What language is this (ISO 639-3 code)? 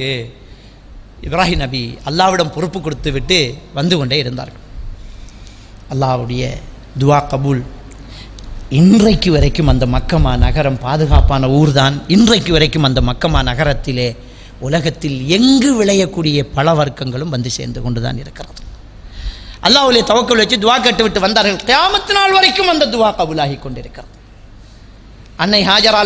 tam